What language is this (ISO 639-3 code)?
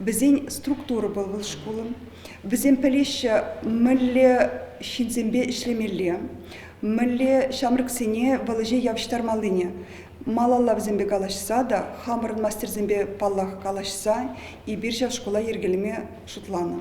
chv